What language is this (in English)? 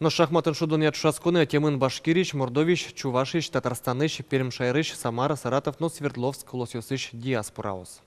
Udmurt